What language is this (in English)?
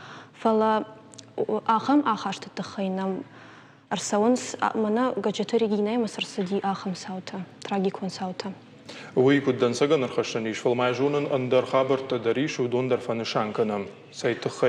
Ossetic